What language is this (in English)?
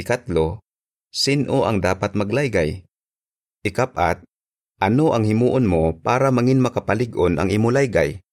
Hiligaynon